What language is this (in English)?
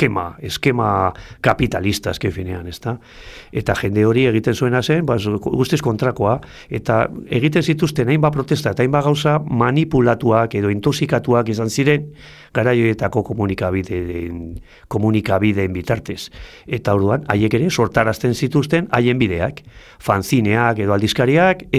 Basque